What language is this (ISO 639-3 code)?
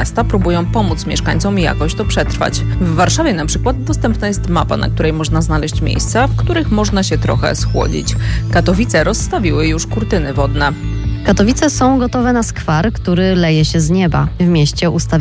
pol